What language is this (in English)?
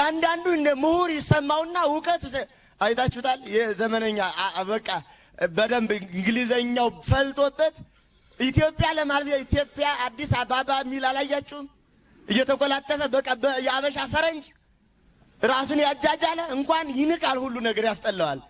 Amharic